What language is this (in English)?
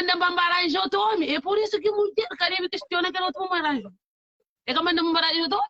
Kabuverdianu